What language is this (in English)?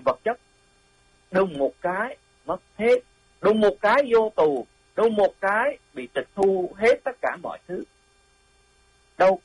Vietnamese